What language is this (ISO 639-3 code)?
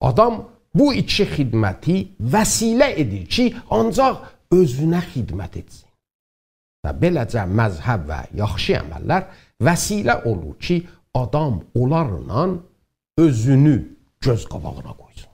azb